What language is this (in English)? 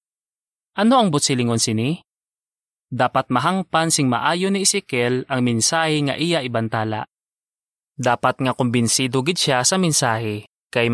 Hiligaynon